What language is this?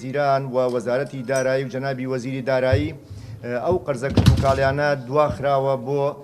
Central Kurdish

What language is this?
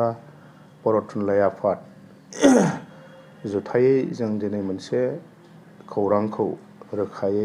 Bodo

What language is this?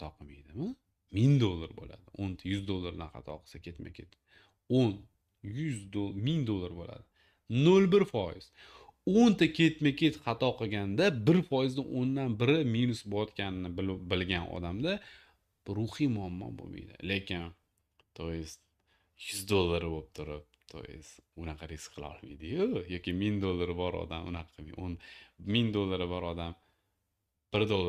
Uzbek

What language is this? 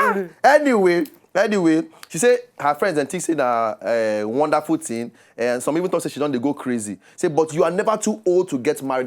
Nigerian Pidgin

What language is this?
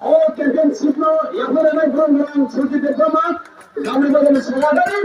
Kok Borok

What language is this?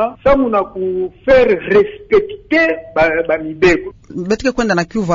Kituba (Democratic Republic of Congo)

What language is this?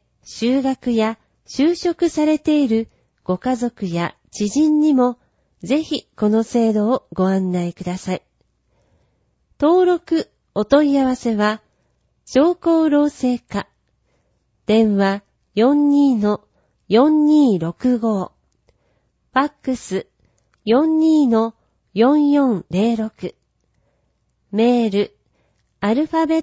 Japanese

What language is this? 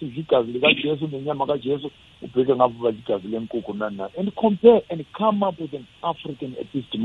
South Ndebele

